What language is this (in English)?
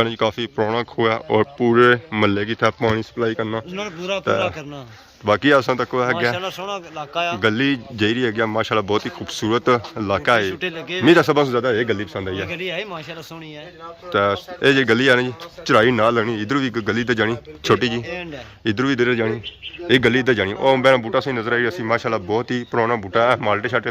Pahari-Potwari